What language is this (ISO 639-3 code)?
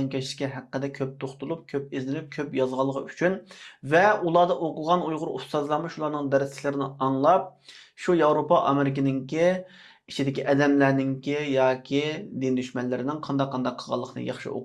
uig